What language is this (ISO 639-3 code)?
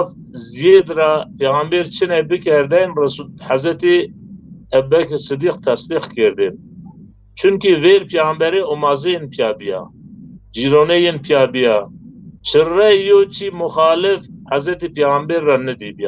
zza